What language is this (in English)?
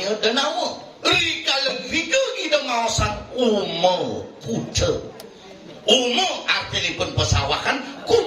Balinese